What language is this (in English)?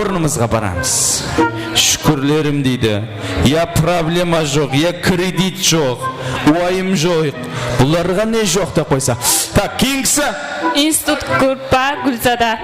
Kara-Kalpak